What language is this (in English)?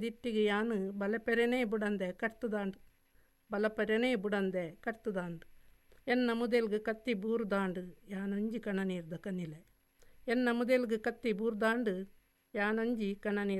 Tulu